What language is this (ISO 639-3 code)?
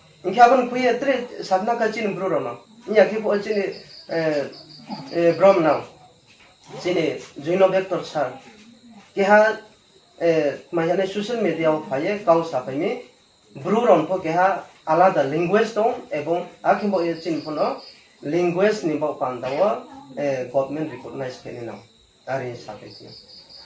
ria